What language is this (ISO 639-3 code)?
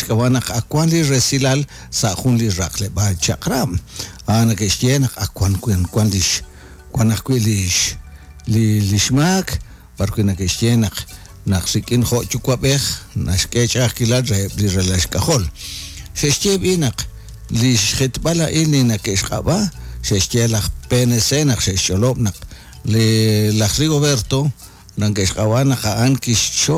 kek